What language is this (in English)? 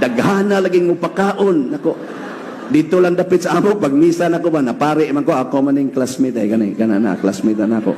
Cebuano